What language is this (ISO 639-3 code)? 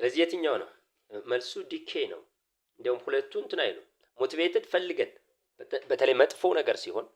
amh